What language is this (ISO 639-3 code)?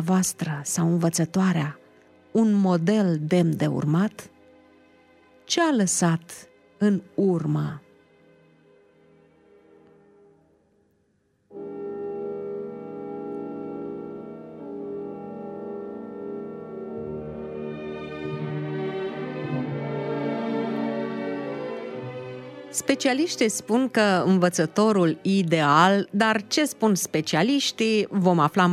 ron